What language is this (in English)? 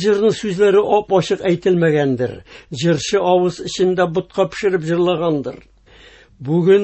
Tatar